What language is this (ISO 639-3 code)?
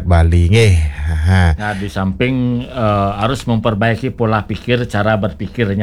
ban